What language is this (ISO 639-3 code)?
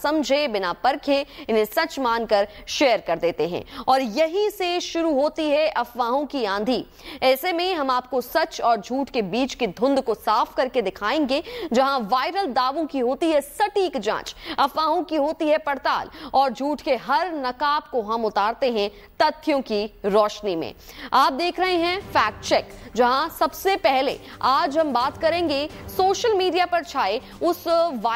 hin